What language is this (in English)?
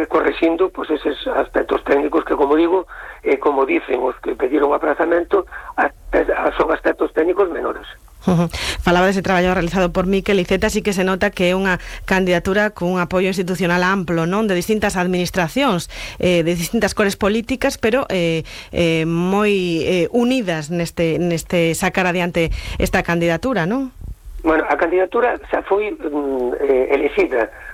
Galician